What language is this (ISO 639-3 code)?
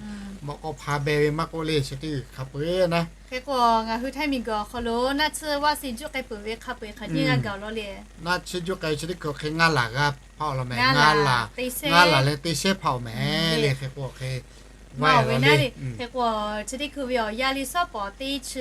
lhu